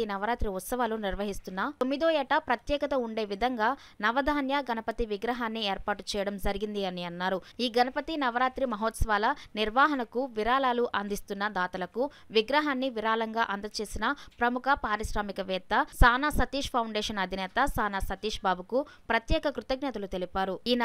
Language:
Telugu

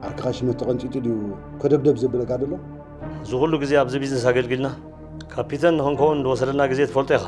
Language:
Tigrinya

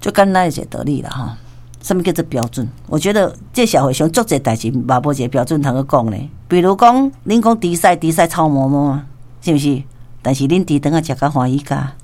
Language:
Min Nan Chinese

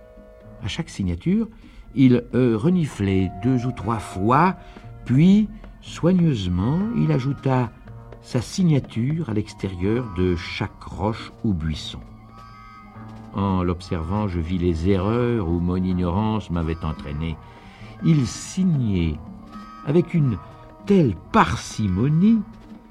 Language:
French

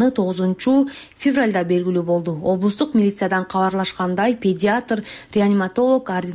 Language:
Kyrgyz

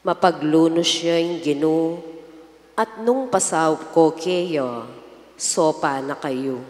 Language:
Pampanga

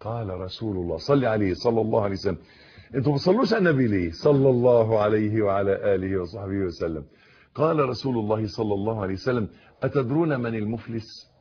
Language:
Egyptian Arabic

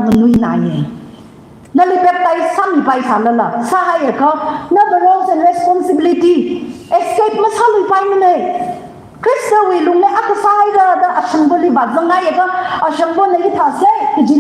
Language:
Tangkhul Naga (India)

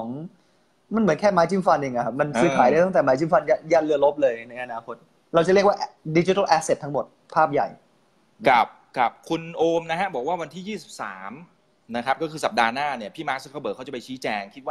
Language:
Thai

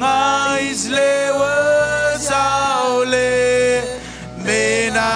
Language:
Marshallese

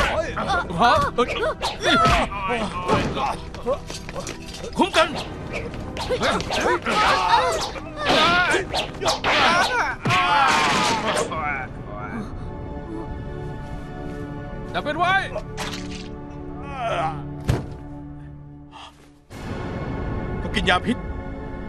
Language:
Thai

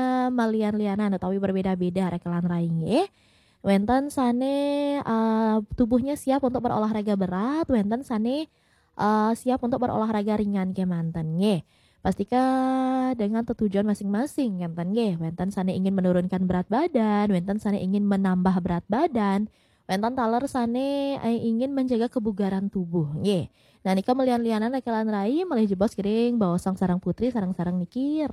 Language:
Balinese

